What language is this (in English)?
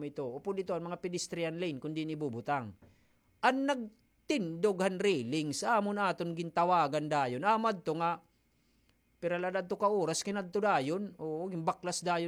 Waray